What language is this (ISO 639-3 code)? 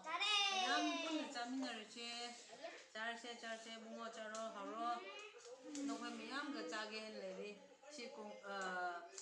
nmf